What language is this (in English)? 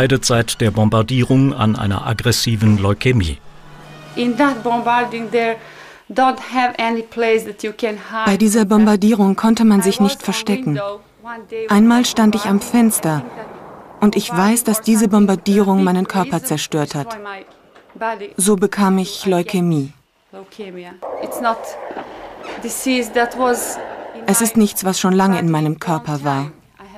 German